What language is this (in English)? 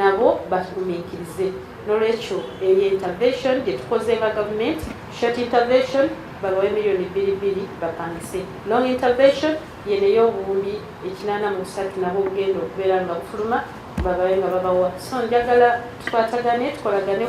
Ganda